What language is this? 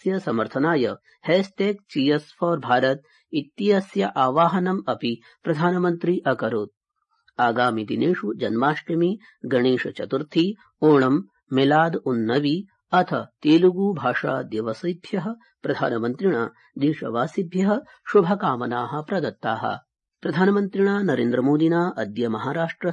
Sanskrit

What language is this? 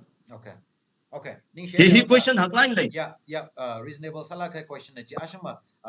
Tangkhul Naga (India)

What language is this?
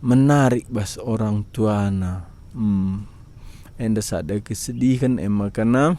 Batak Karo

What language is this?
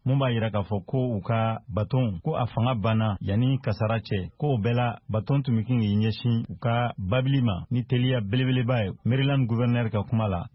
Bambara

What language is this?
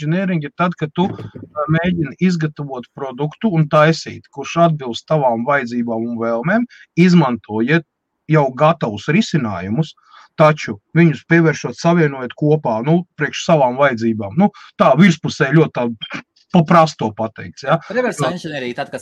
Latvian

